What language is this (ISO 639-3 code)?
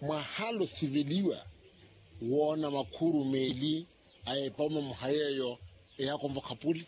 vmw